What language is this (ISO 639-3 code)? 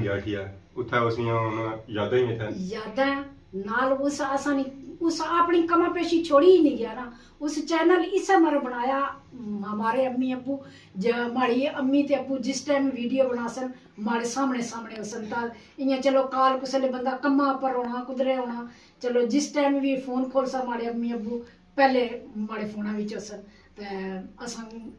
phr